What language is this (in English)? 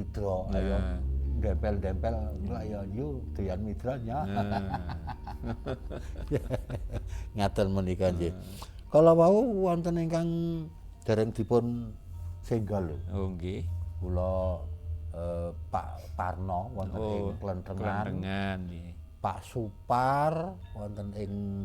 Javanese